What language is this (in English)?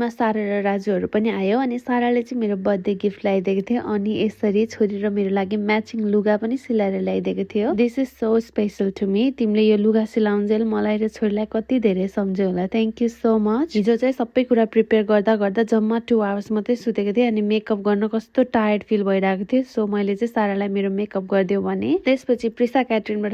Nepali